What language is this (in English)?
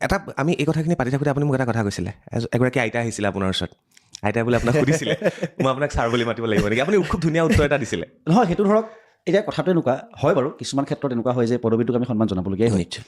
Assamese